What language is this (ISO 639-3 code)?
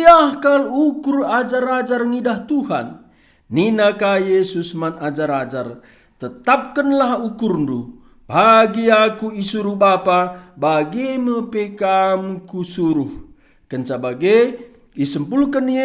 btx